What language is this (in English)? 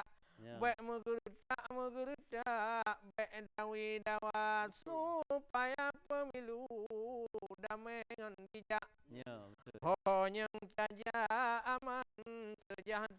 Achinese